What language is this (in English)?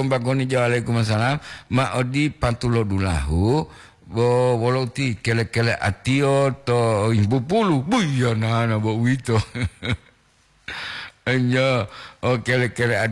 Gorontalo